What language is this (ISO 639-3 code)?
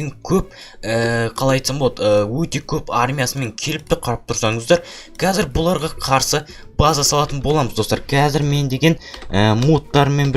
kaz